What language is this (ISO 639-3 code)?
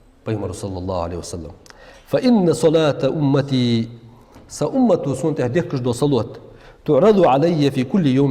inh